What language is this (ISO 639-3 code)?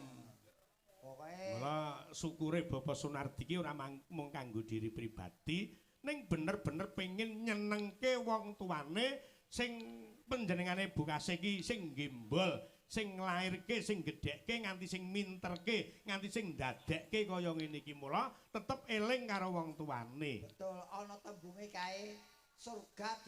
jav